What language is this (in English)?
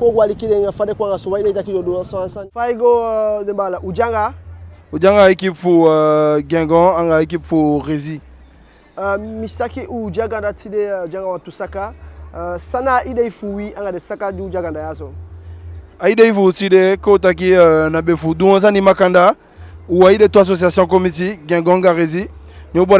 Eastern Maroon Creole